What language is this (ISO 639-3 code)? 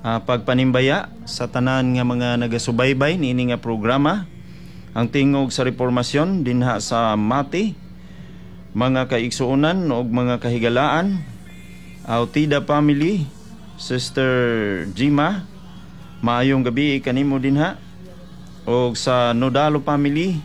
ceb